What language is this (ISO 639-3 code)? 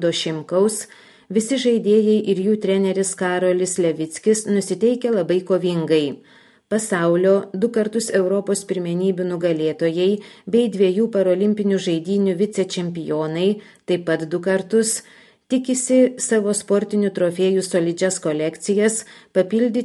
lit